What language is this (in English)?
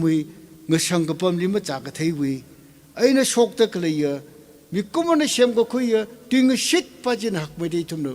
Tangkhul Naga (India)